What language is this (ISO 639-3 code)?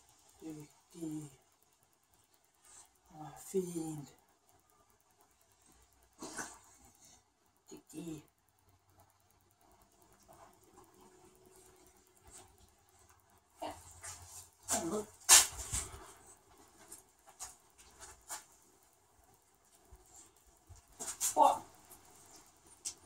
dan